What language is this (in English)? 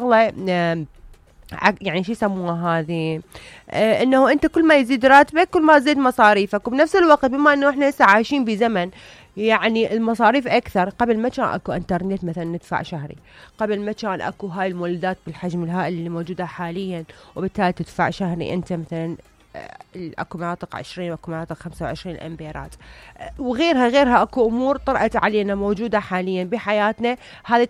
Mesopotamian Arabic